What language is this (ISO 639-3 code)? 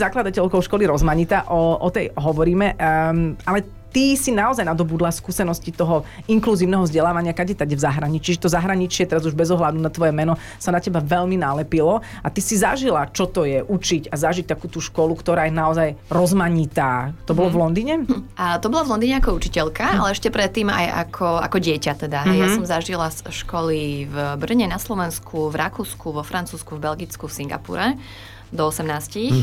slk